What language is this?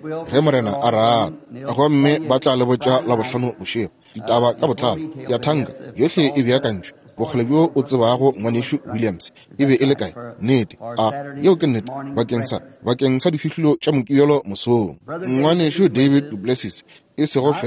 Northern Sotho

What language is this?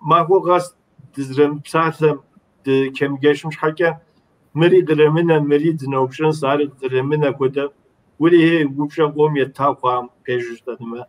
Kabardian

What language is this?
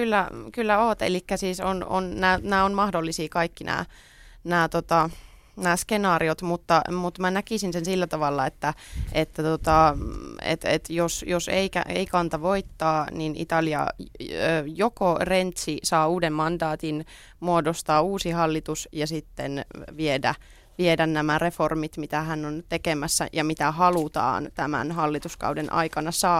Finnish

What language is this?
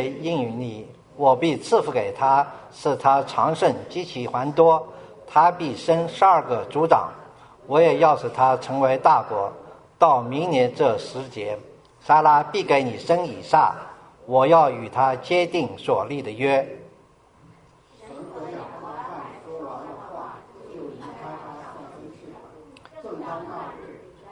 Chinese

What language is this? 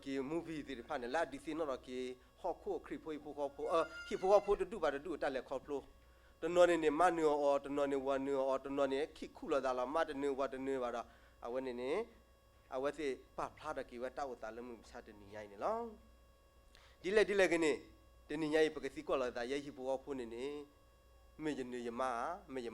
S'gaw Karen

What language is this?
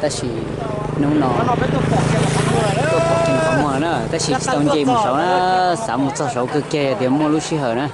Hmong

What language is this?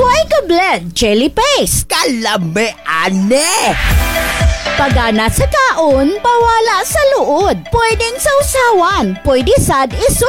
Cebuano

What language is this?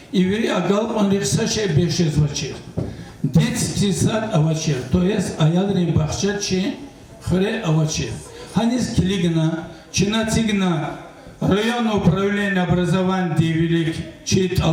Lezghian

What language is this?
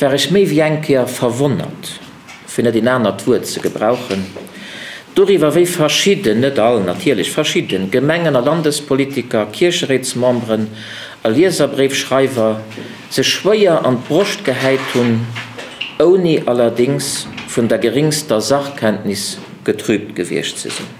Luxembourgish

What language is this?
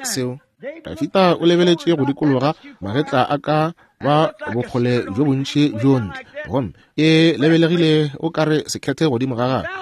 Northern Sotho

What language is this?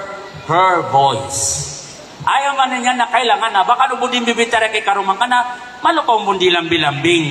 Maranao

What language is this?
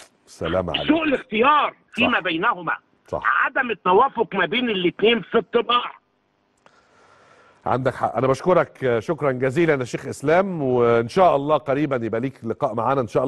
Egyptian Arabic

